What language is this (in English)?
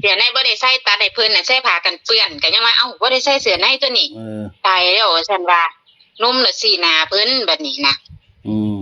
Northeastern Thai